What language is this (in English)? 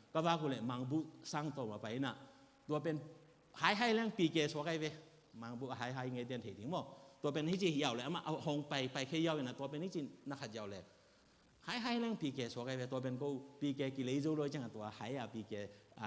Tedim Chin